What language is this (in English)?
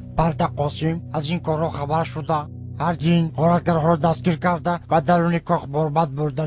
Tajik